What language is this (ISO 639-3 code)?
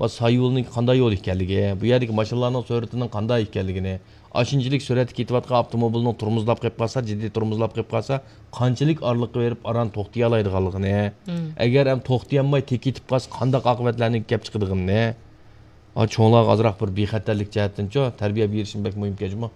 uig